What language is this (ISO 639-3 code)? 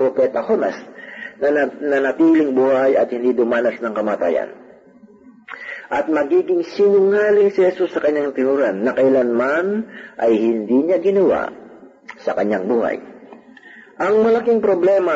fil